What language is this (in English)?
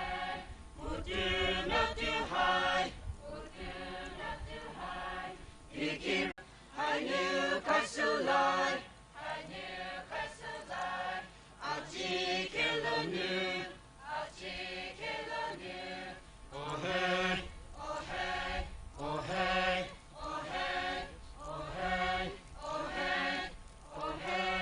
Poumei Naga